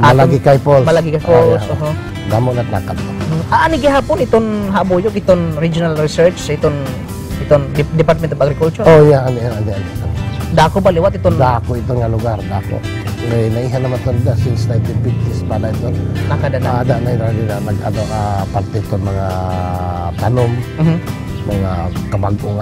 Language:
Waray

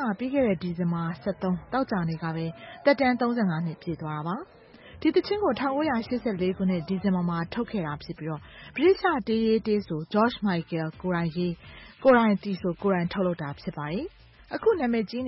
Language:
Burmese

